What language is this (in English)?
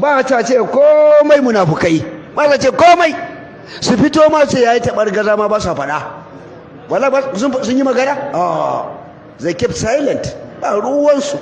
Hausa